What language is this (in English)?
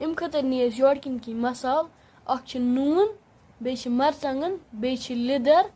Kashmiri